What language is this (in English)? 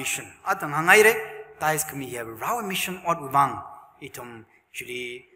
Tangkhul Naga (India)